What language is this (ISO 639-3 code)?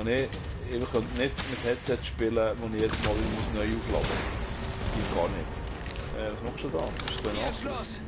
gsw